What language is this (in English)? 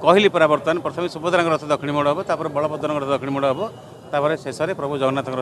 Odia